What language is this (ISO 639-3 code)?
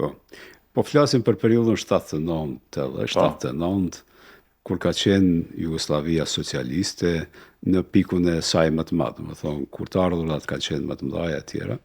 sqi